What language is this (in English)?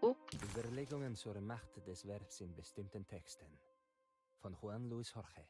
Bavarian